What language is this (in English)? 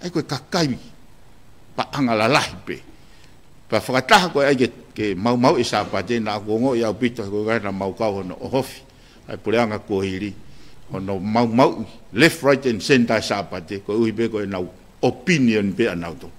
Tongan